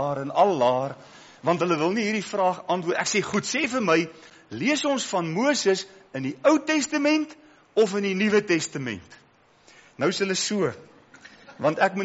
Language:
Afrikaans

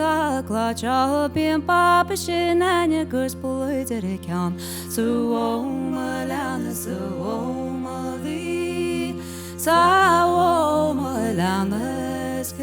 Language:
Irish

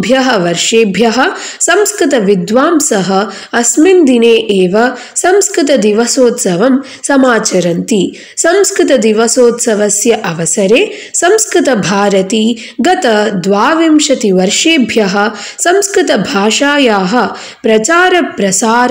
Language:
Sanskrit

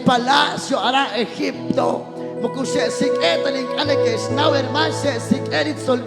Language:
Kekchí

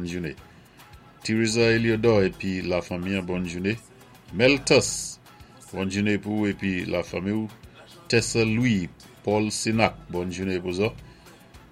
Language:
Saint Lucian Creole French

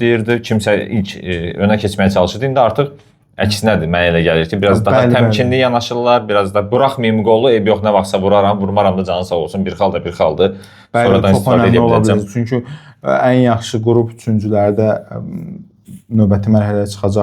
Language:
Azerbaijani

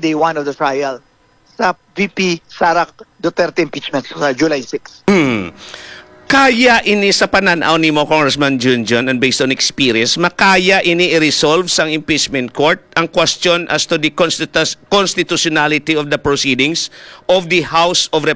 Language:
Hiligaynon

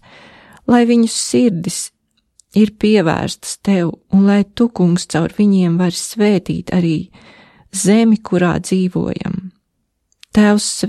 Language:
Latvian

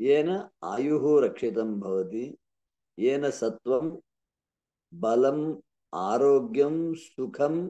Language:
Sanskrit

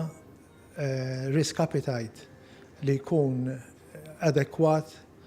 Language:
Maltese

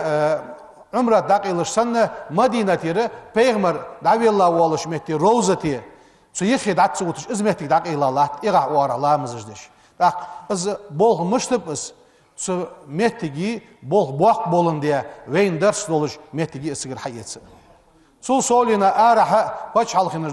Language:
Ingush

